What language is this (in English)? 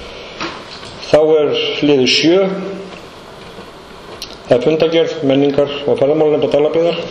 Icelandic